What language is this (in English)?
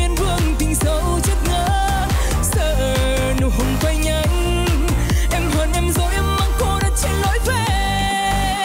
Vietnamese